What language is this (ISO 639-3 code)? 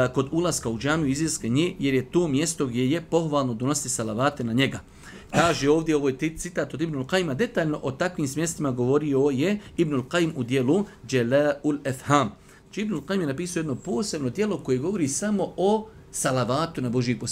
bos